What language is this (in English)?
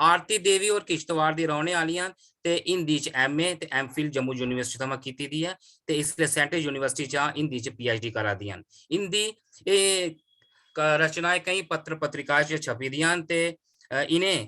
Dogri